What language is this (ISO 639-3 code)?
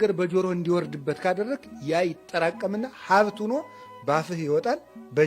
amh